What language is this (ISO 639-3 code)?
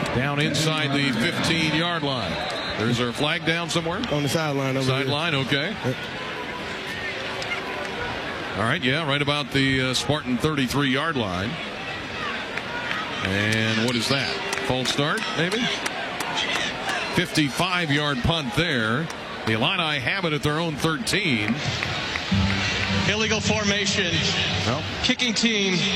eng